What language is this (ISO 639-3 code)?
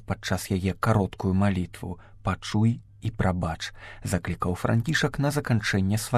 bel